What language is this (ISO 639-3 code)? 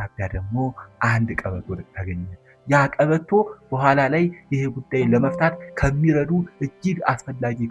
amh